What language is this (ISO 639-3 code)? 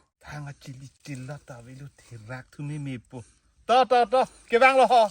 mjw